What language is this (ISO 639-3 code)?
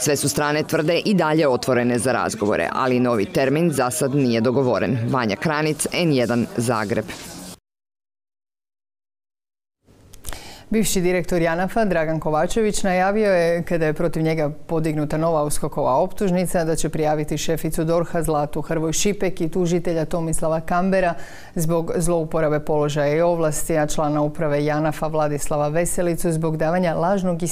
hrv